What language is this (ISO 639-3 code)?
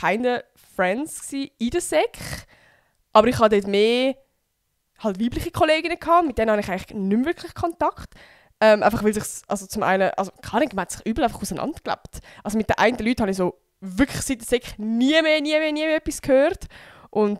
gsw